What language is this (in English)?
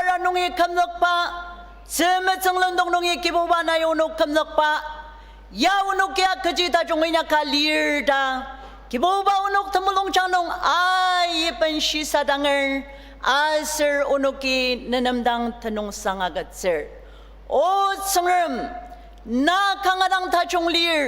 Ao Naga